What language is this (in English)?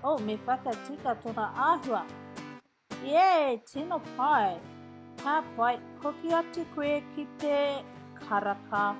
Māori